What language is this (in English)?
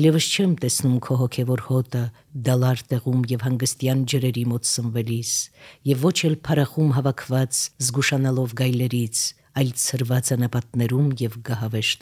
Armenian